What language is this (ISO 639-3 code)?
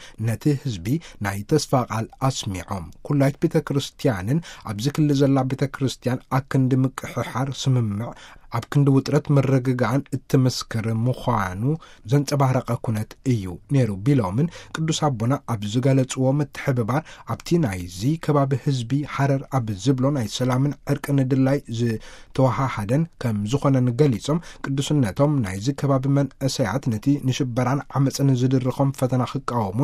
tir